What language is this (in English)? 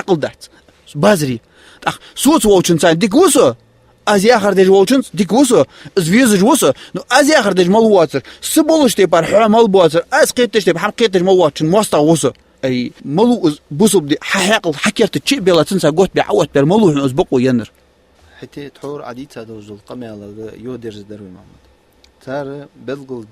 Ingush